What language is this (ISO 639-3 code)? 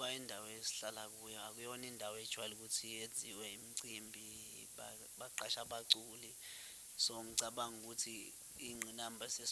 zul